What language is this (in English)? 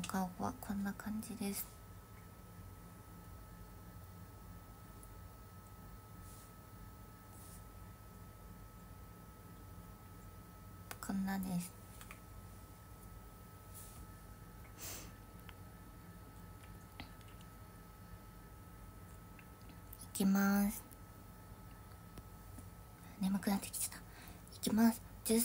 Japanese